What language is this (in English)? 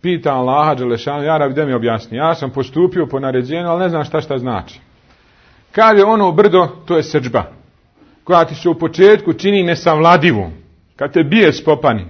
Bosnian